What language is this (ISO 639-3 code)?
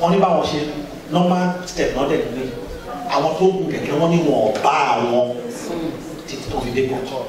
yor